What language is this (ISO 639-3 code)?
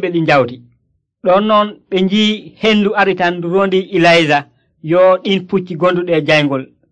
fuv